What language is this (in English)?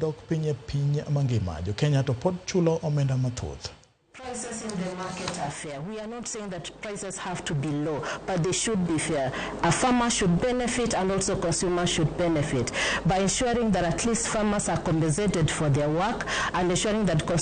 Luo (Kenya and Tanzania)